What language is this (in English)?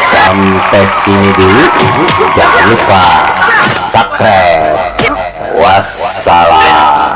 Betawi